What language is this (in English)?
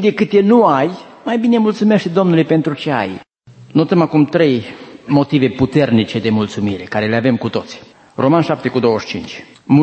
Romanian